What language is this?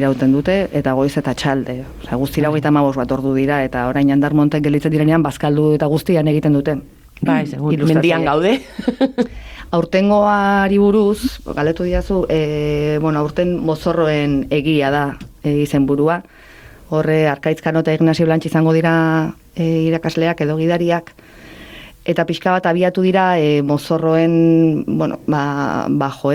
Basque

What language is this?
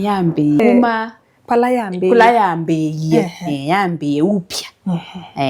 Kamba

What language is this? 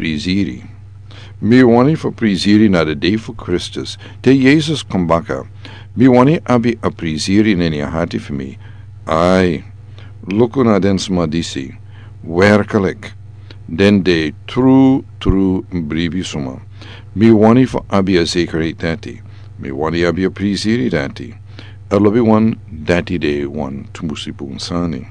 Sranan Tongo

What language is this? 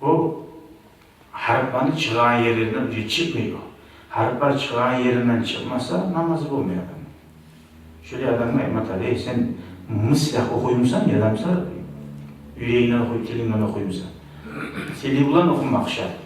Kumyk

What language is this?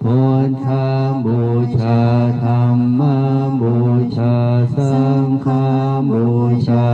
Pali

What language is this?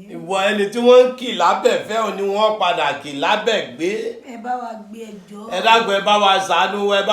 Yoruba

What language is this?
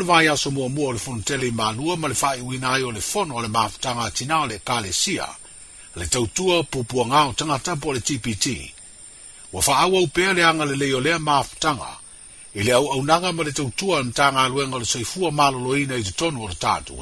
Samoan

